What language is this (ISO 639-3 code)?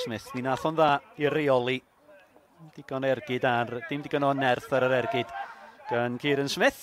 cym